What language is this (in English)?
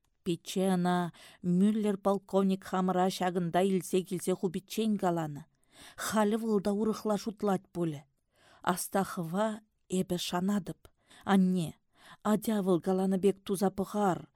Chuvash